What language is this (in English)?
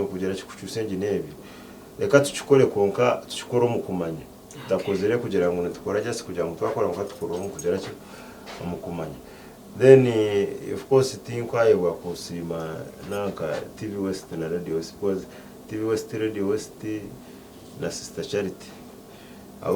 Nyankole